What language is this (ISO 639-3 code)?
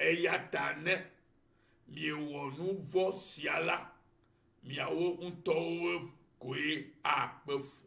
ewe